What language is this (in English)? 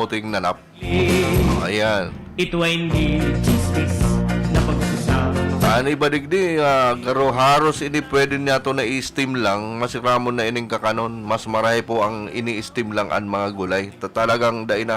Bikol